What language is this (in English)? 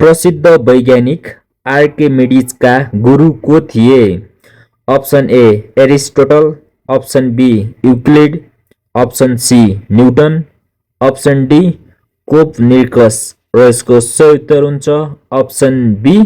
Nepali